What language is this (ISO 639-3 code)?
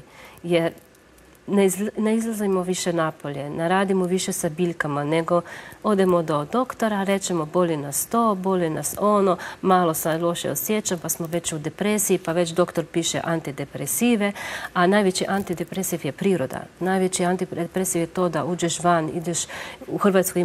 hrv